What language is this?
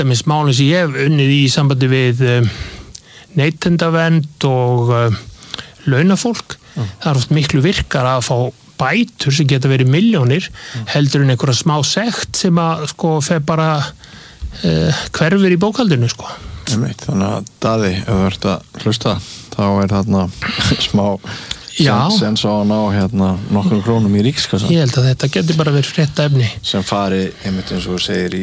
Icelandic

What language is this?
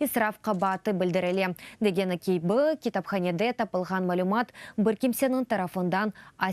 Crimean Tatar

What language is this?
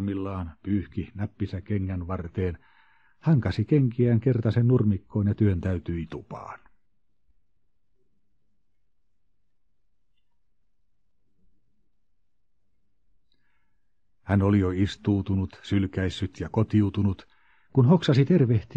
Finnish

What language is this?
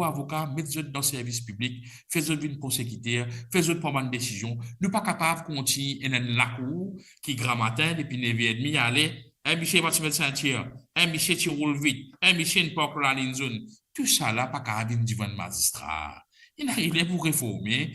Morisyen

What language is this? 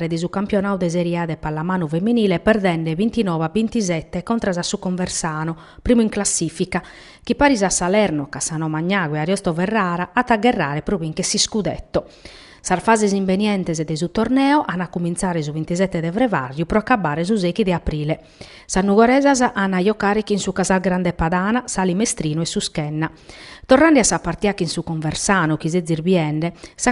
Sardinian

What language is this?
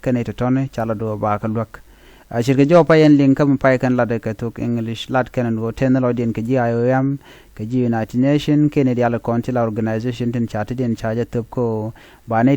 Nuer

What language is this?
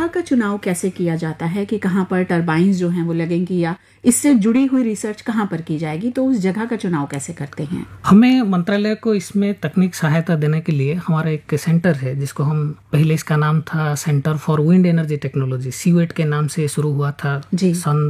Hindi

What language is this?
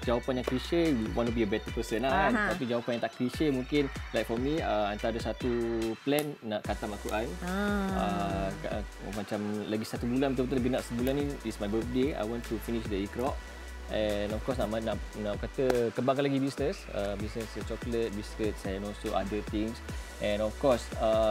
Malay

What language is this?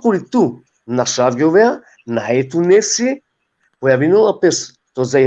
Balkan Romani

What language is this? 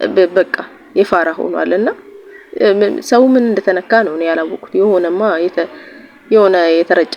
Amharic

